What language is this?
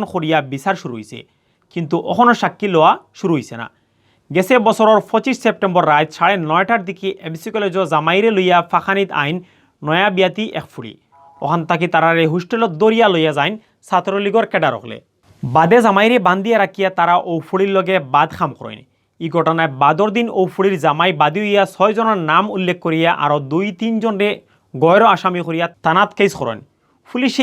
Sylheti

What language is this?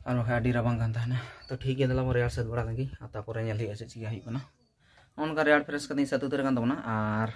Santali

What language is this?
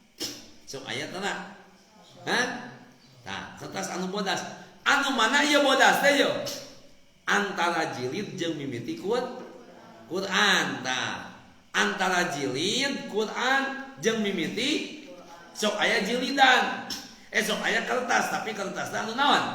Sundanese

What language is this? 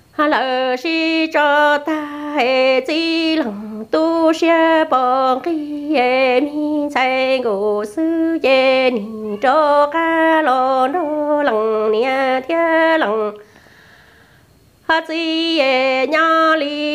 Vietnamese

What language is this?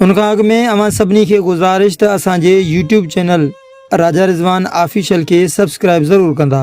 Sindhi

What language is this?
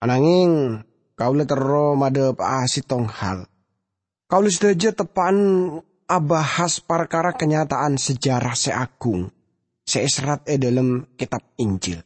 Madurese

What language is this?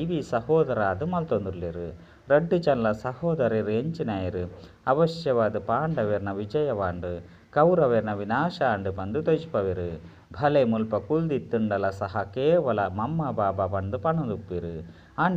Tulu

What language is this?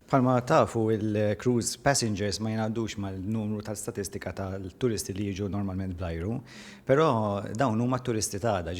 Maltese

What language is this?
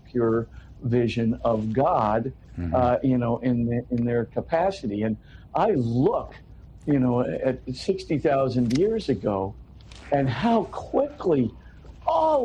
English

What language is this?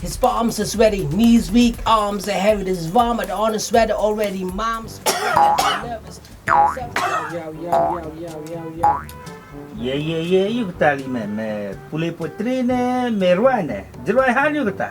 Khasi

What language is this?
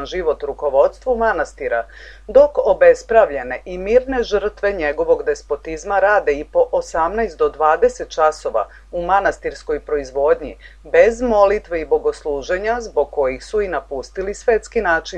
Serbian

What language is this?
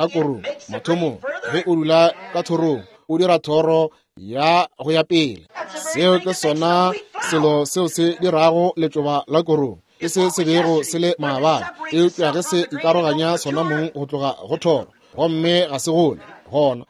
Northern Sotho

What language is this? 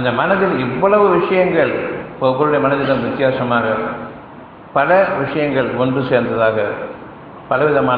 Tamil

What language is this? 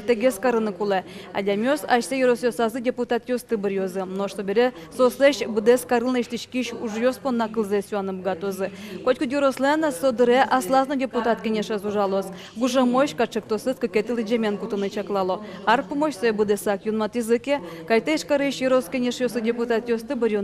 Udmurt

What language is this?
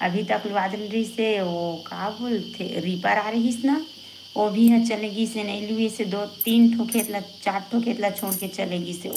Chhattisgarhi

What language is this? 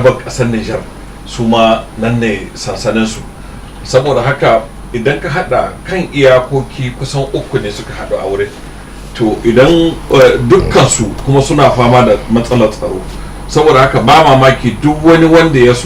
Hausa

